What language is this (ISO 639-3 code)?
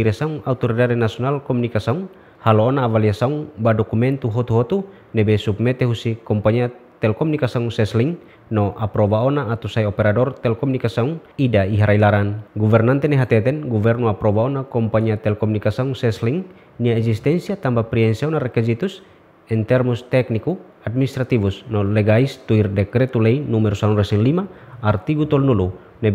tet